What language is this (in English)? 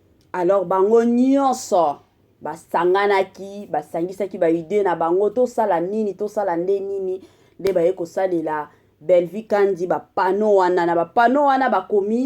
Lingala